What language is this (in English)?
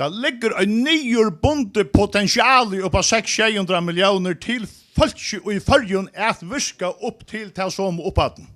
Faroese